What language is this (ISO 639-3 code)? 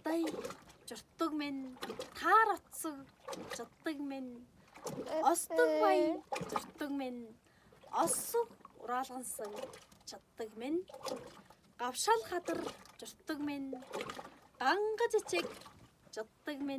tyv